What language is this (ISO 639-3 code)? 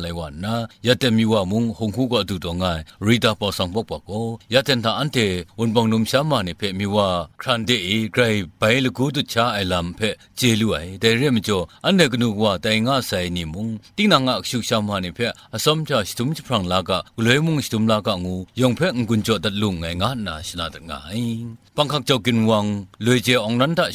kac